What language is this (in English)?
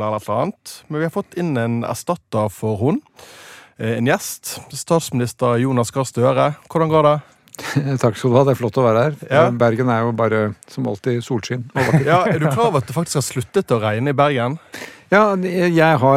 Norwegian